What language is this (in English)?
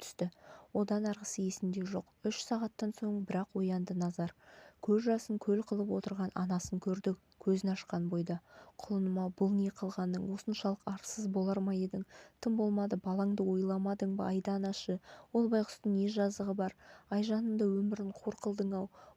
Kazakh